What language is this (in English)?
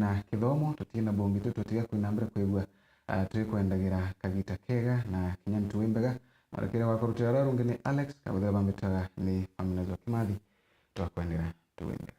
Meru